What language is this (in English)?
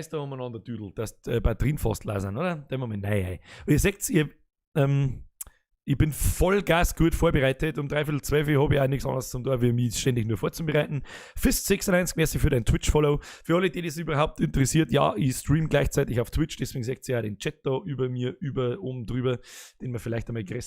Bavarian